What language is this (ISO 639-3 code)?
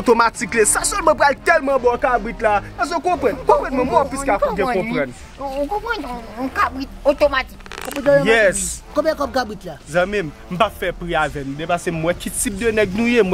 hat